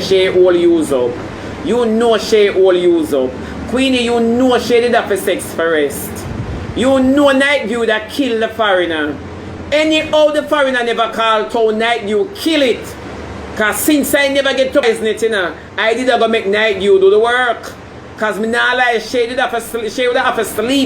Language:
Jamaican Creole English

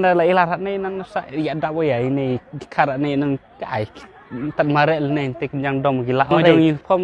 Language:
Khasi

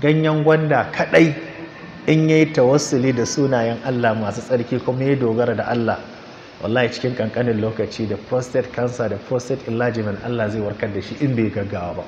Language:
Hausa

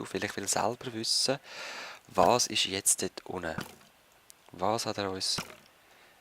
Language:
Swiss German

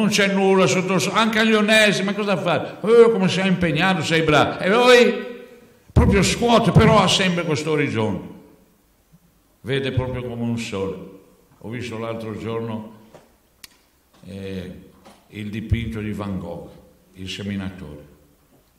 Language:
Italian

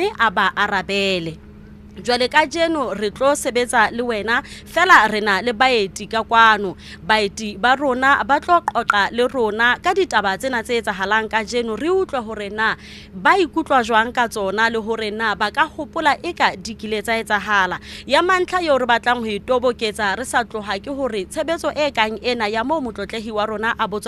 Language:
Southern Sotho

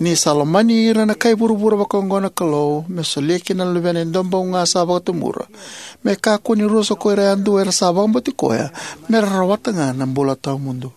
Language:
Fijian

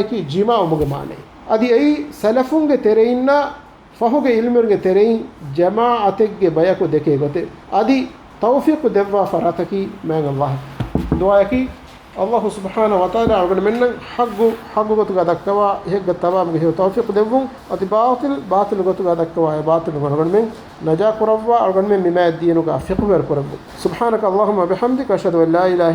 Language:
Divehi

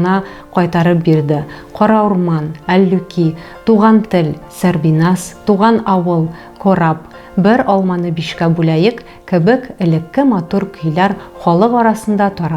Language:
Tatar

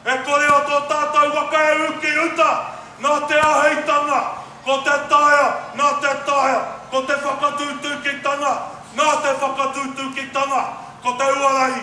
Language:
Māori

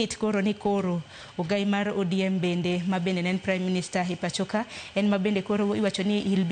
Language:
Luo (Kenya and Tanzania)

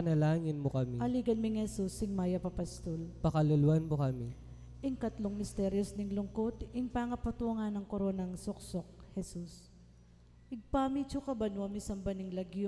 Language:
Pampanga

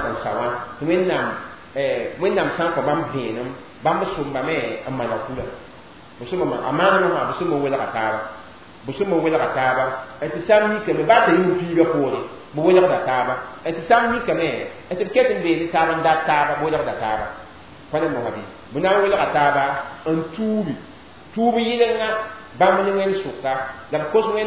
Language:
Mossi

